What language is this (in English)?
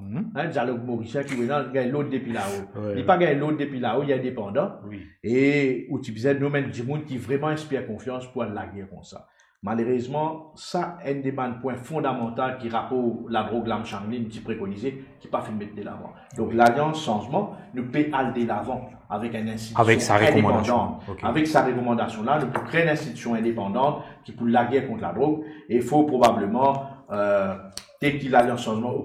Morisyen